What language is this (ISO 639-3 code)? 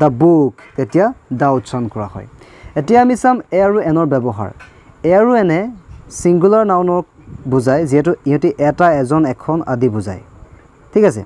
asm